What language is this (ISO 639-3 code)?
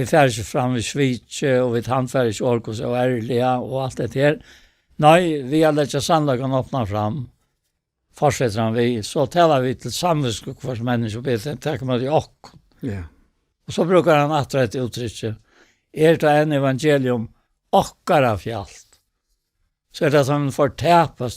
fao